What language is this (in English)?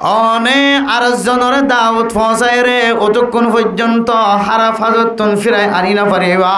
Rohingya